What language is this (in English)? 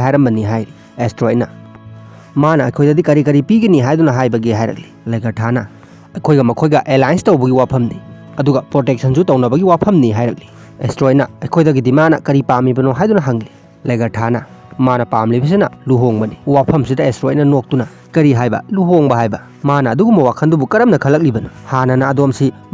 Manipuri